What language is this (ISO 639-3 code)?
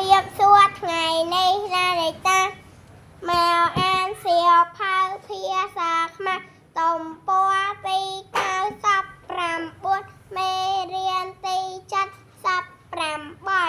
khm